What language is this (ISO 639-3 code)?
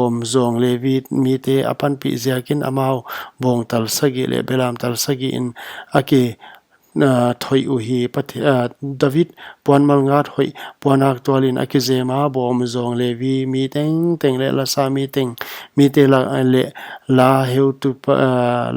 pck